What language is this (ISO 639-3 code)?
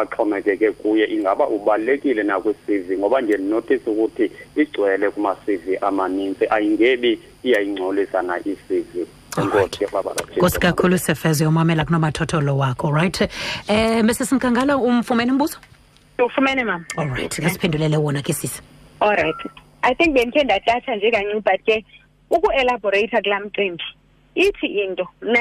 xho